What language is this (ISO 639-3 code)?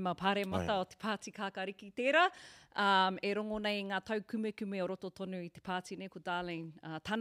mri